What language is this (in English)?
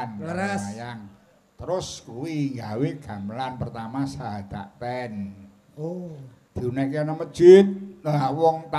Javanese